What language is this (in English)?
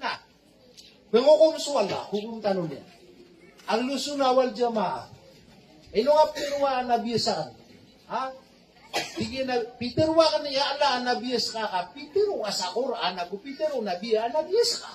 Maranao